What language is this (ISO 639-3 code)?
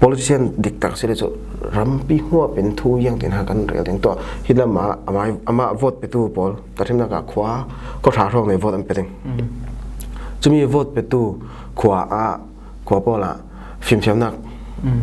cfm